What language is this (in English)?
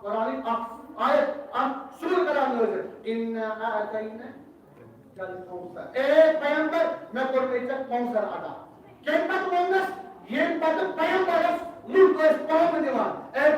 Kashmiri